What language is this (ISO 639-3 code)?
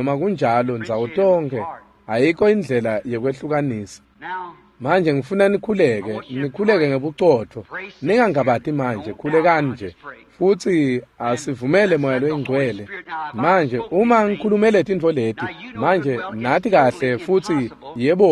ssw